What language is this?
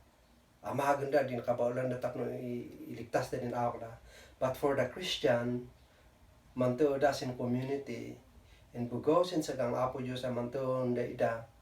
Kankanaey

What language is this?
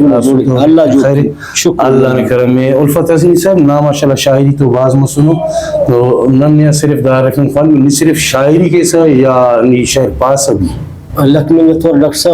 Brahui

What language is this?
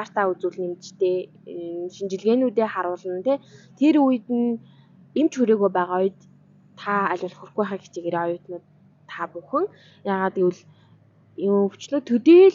Mongolian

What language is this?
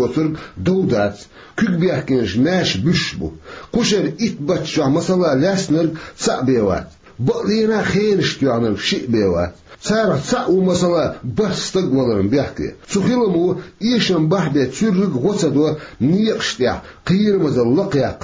Chechen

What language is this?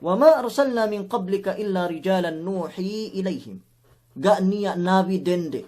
Yakan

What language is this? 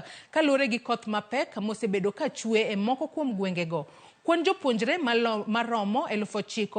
Luo (Kenya and Tanzania)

